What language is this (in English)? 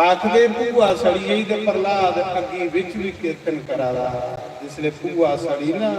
Dogri